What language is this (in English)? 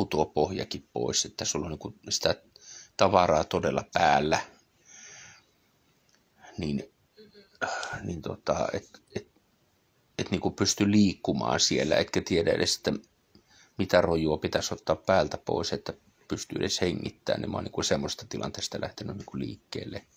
Finnish